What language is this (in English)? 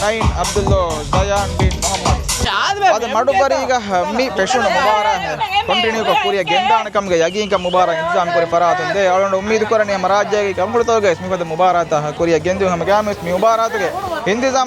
Divehi